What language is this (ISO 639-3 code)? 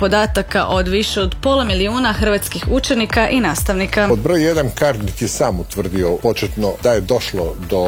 hrv